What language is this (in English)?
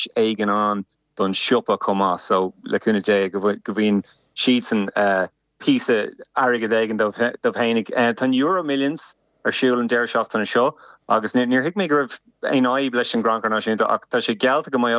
Irish